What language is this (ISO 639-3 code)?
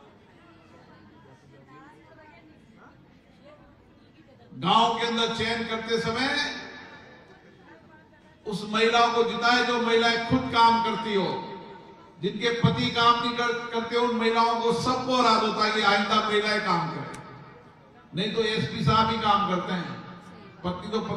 hin